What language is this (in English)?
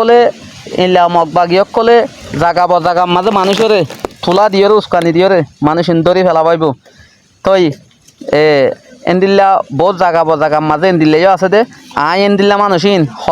Rohingya